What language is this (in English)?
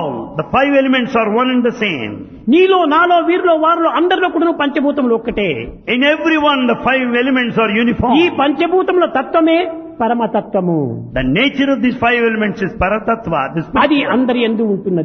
Telugu